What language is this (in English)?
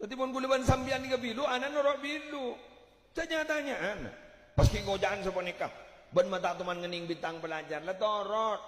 Madurese